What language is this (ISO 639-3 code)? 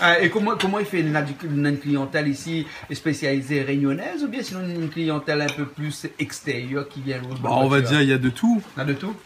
rcf